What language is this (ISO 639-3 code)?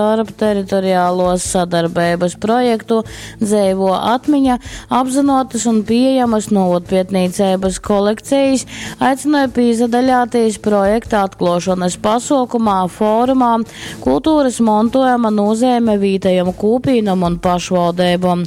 ltg